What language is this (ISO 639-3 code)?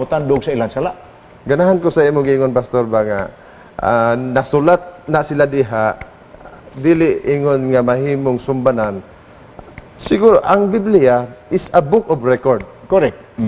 ceb